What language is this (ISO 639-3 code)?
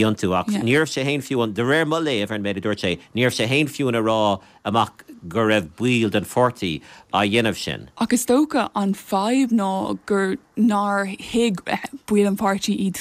gle